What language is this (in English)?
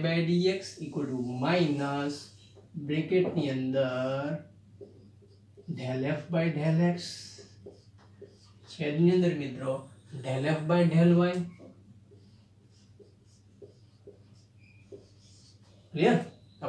Gujarati